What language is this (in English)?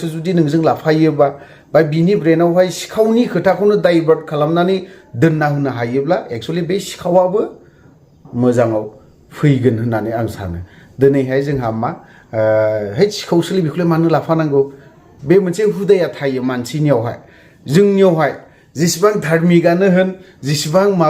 Bodo